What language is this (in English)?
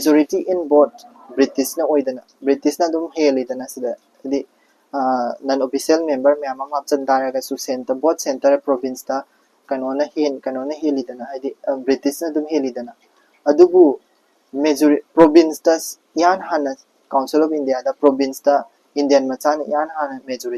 Manipuri